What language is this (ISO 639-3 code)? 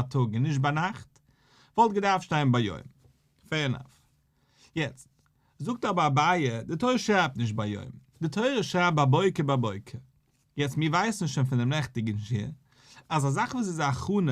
yid